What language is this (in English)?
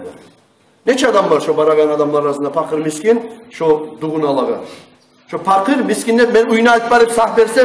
Kumyk